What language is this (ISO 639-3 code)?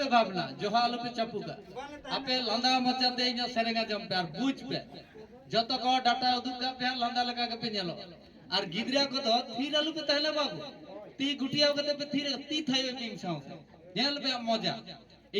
sat